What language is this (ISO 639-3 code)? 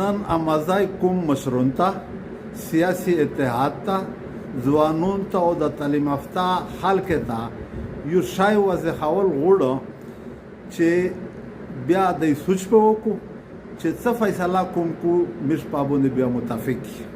pus